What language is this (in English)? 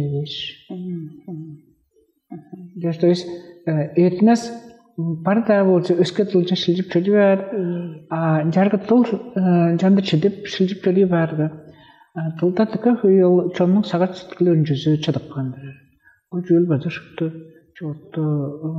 Tuvinian